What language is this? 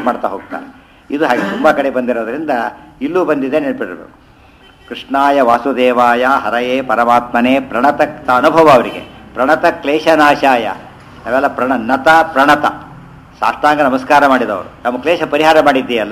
Kannada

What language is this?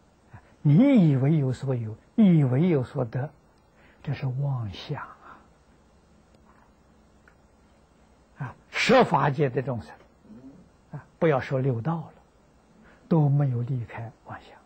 Chinese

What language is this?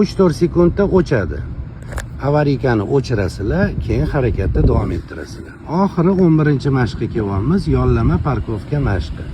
Uzbek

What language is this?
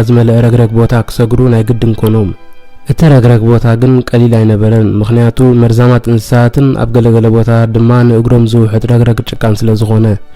Tigrinya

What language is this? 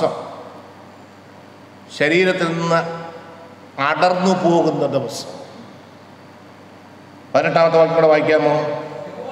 Malayalam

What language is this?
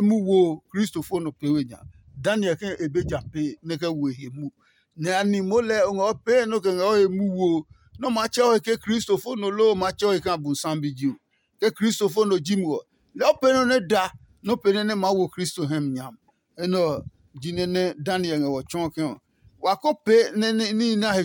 Adangme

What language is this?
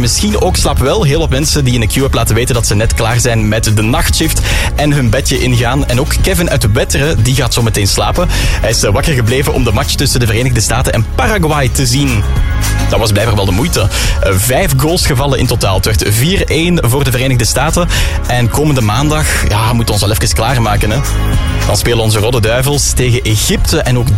Dutch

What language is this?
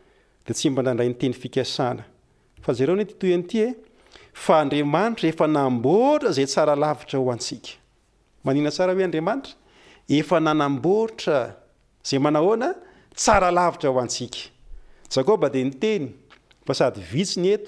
Malagasy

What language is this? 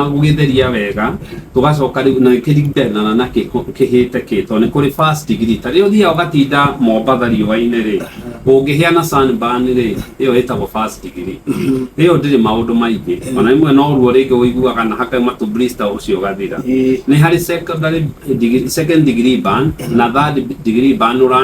Kikuyu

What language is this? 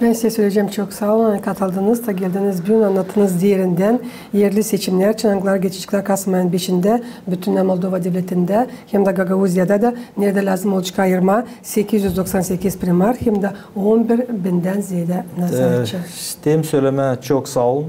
Gagauz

